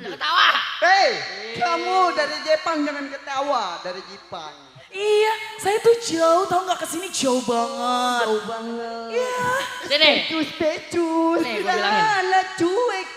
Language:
Betawi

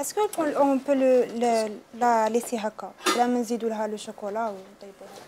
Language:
Algerian Arabic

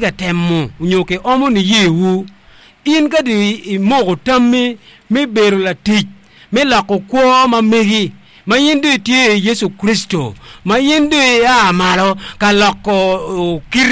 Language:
Acoli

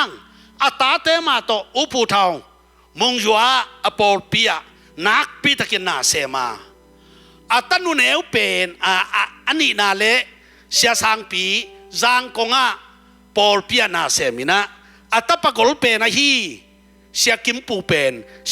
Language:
Tedim Chin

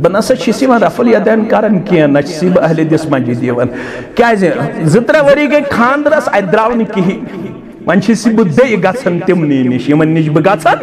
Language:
Kashmiri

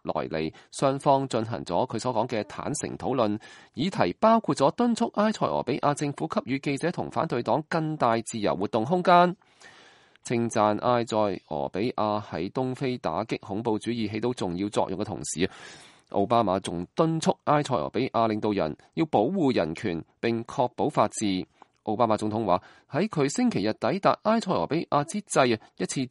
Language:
Cantonese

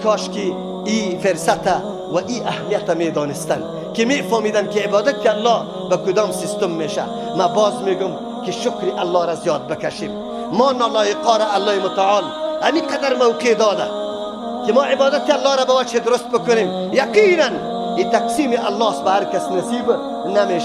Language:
Persian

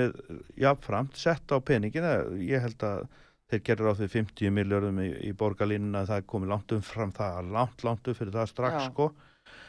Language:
Icelandic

